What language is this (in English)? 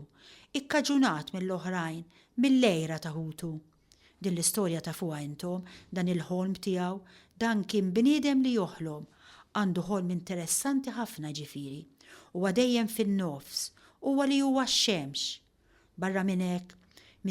Maltese